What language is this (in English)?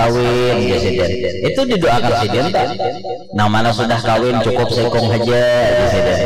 Banjar